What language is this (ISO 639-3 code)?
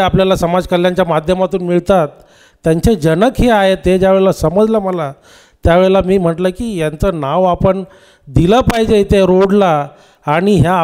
mar